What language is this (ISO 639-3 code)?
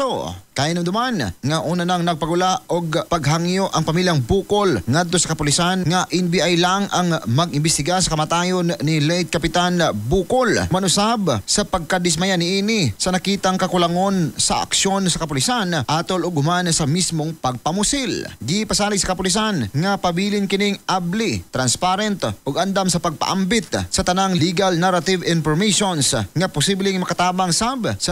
ceb